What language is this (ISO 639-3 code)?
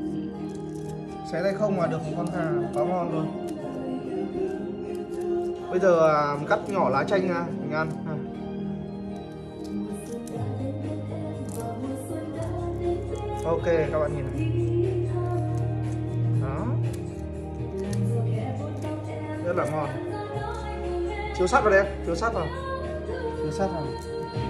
vie